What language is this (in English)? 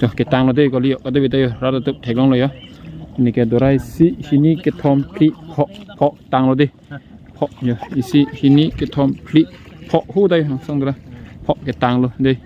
Karbi